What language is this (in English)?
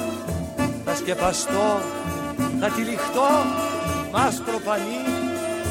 Greek